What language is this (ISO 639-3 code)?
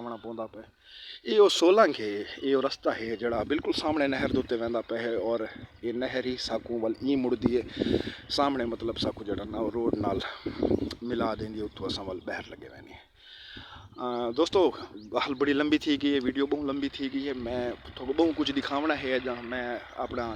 skr